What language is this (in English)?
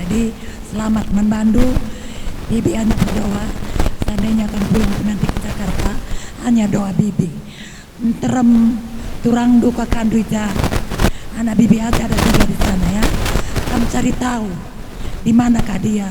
Batak Karo